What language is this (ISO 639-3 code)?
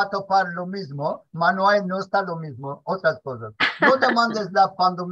lad